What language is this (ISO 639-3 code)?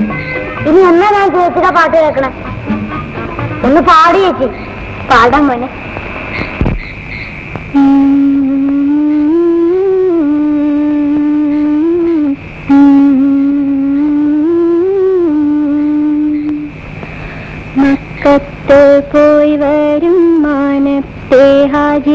mal